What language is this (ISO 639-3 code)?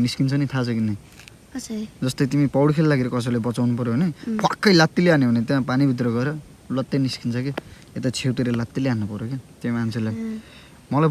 nep